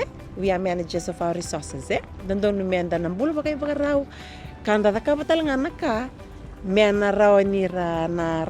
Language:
Fijian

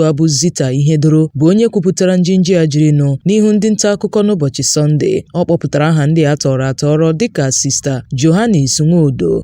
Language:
Igbo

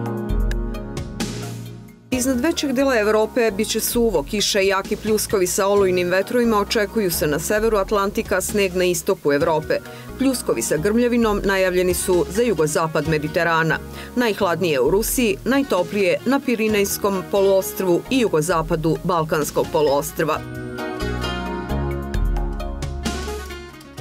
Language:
Serbian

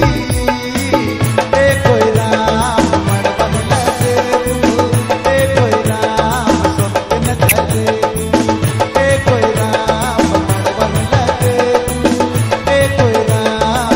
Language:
Sadri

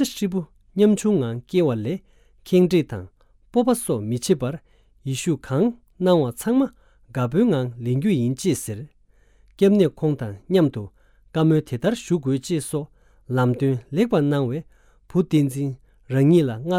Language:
Tibetan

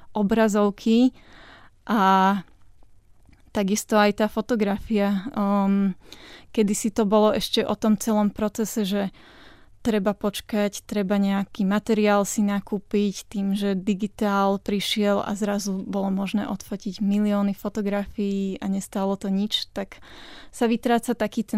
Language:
Slovak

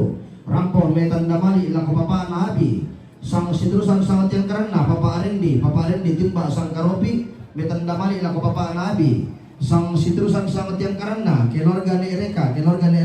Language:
Toraja-Sa'dan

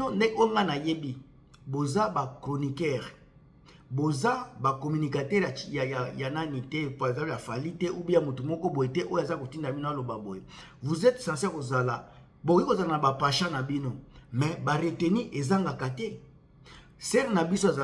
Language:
Lingala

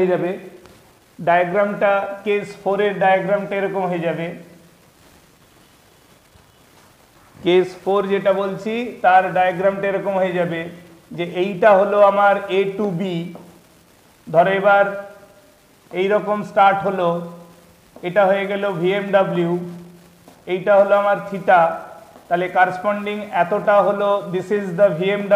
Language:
Bangla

